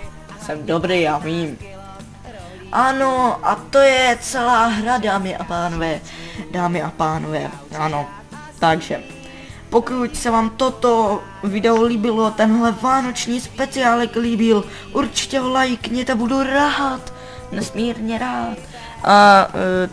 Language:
Czech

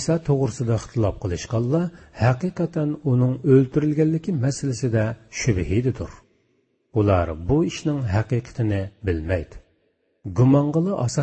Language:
Uyghur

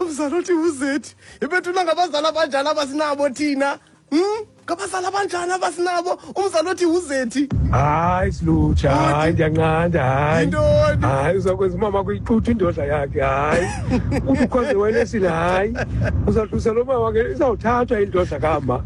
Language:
Xhosa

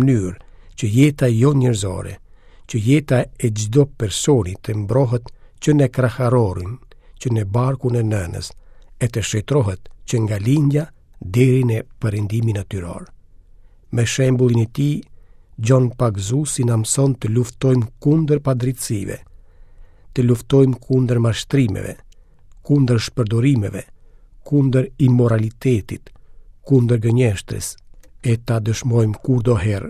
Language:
Albanian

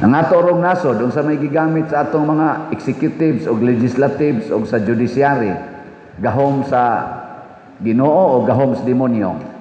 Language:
Cebuano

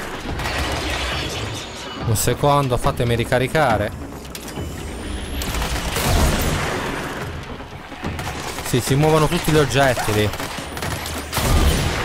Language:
Italian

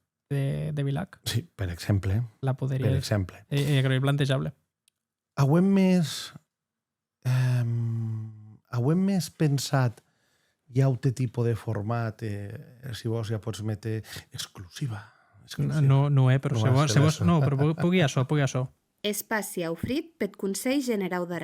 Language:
Occitan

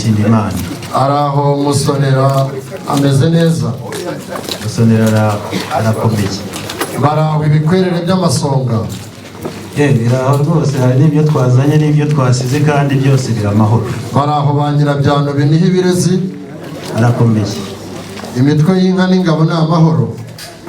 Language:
Kinyarwanda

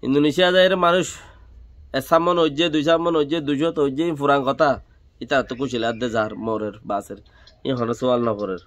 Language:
Rohingya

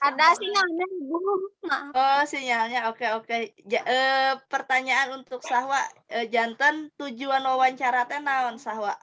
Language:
Sundanese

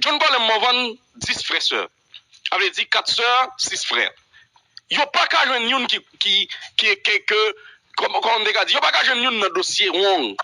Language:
Haitian Creole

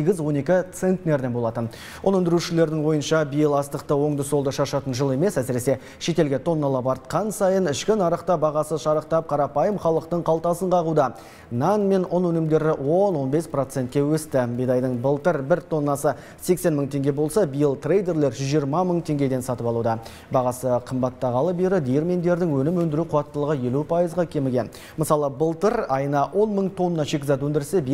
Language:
Kazakh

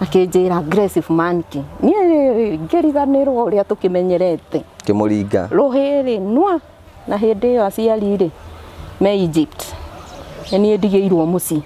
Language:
Kikuyu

